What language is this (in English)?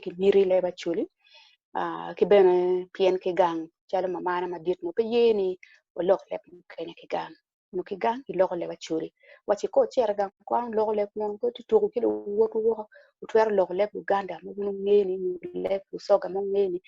Acoli